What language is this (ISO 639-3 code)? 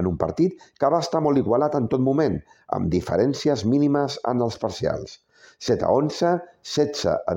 cat